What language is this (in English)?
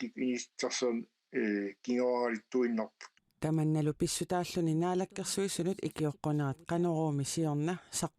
Kalaallisut